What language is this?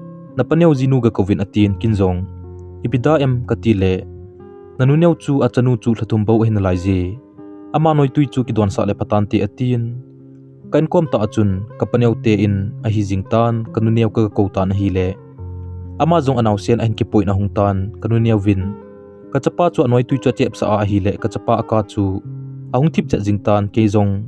Thado Chin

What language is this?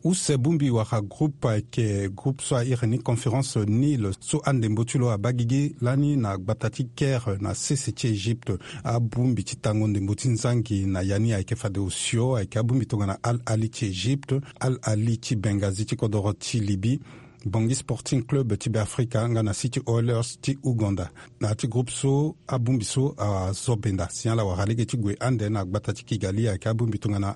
Sango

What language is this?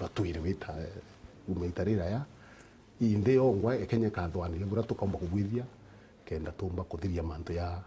Meru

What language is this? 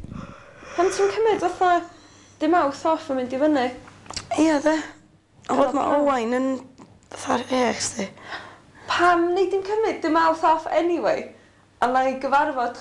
Welsh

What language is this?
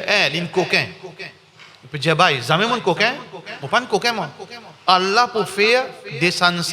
Morisyen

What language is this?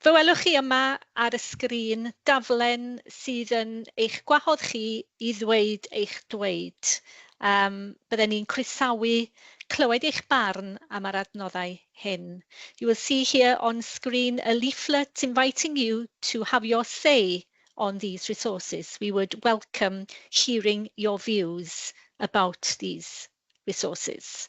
Welsh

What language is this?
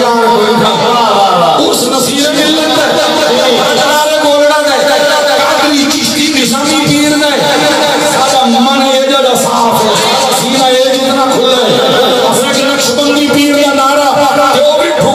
Saraiki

